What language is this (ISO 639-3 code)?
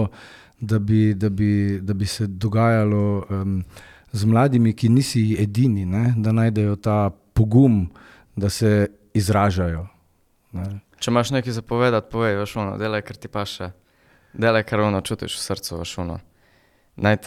slv